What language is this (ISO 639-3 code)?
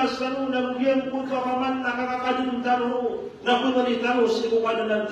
mrw